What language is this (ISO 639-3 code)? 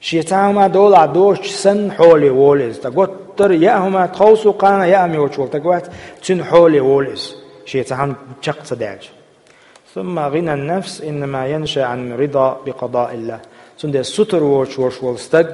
che